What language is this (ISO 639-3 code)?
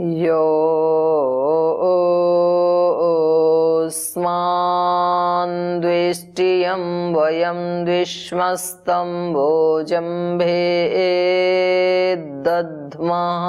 san